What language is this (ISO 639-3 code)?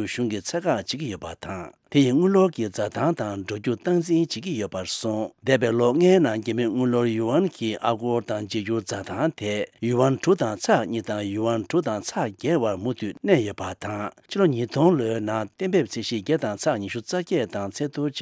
bod